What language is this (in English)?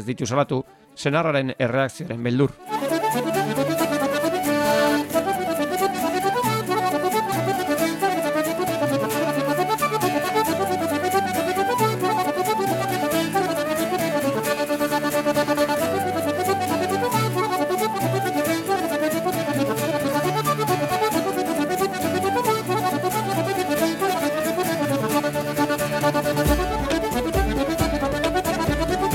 Basque